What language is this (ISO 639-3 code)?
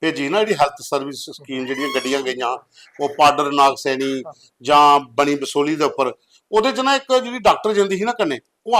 doi